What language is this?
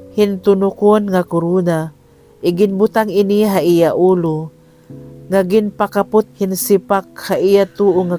Waray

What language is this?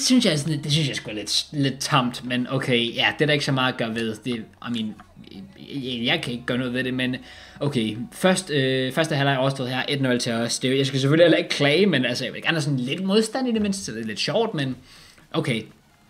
Danish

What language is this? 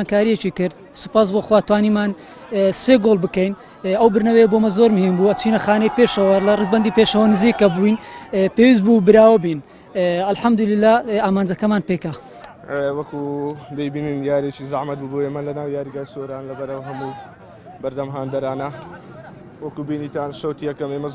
Central Kurdish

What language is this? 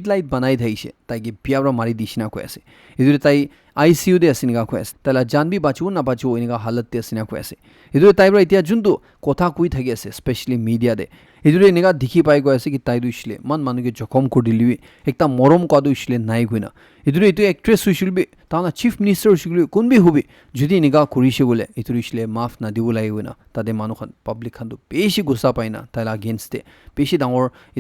Naga Pidgin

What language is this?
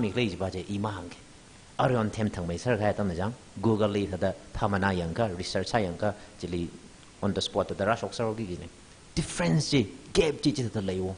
Tangkhul Naga (India)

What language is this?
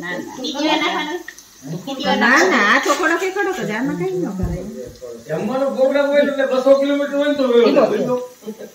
Gujarati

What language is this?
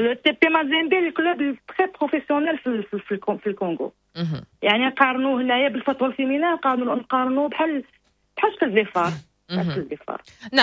Moroccan Arabic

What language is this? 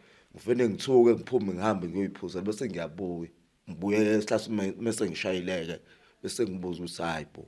Zulu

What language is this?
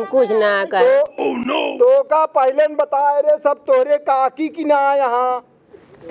Awadhi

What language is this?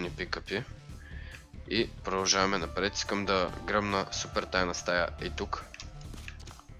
Bulgarian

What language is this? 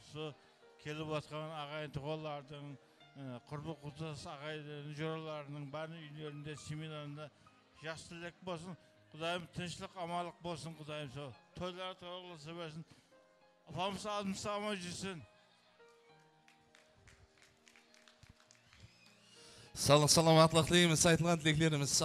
Kazakh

